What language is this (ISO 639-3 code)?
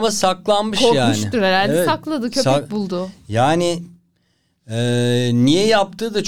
tur